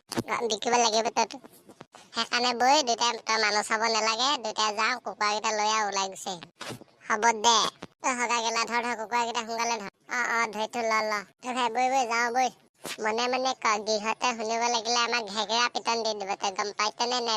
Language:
Assamese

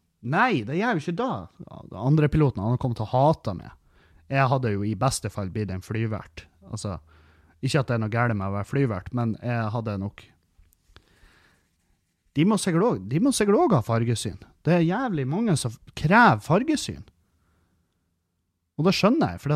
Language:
Norwegian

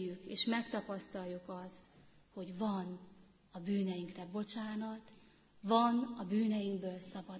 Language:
Hungarian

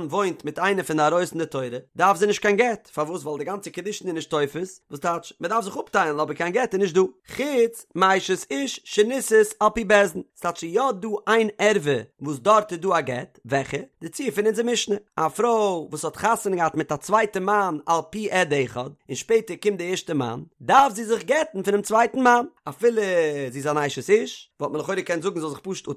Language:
Yiddish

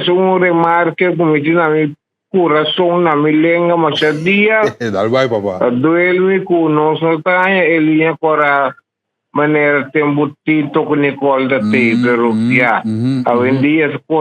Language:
Papiamento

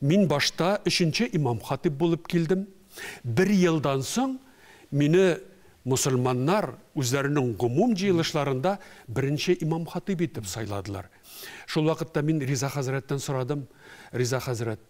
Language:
Tatar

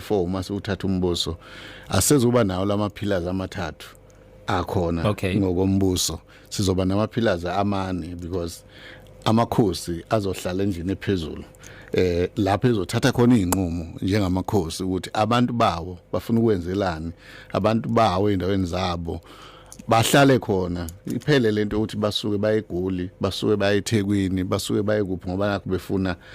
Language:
Zulu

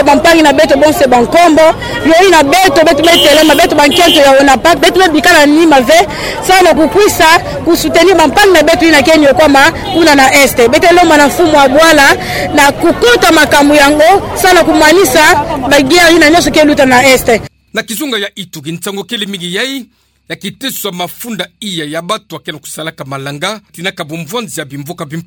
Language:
Kituba (Democratic Republic of Congo)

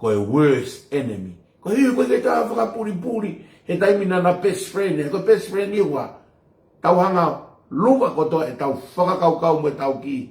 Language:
Tongan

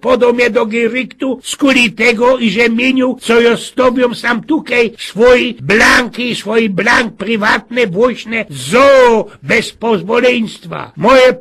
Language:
Silesian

